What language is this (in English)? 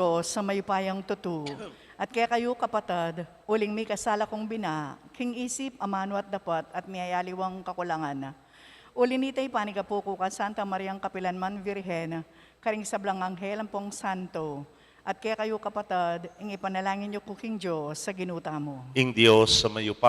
Pampanga